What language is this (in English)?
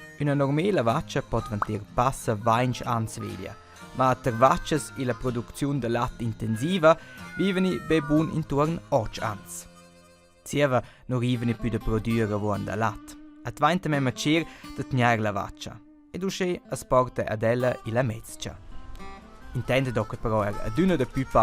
Romansh